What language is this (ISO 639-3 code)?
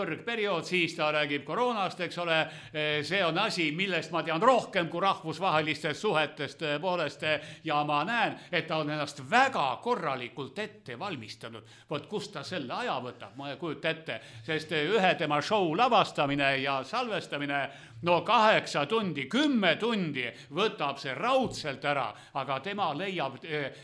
est